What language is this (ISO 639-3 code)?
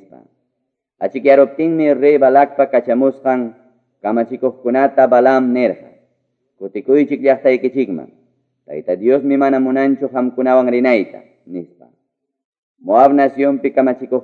que